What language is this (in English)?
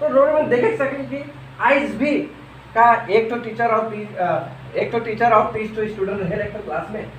Sadri